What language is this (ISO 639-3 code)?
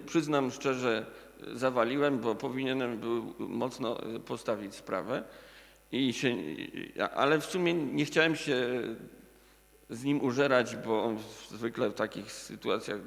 pol